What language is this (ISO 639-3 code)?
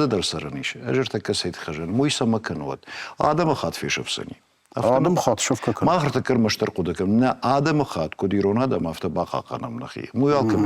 oss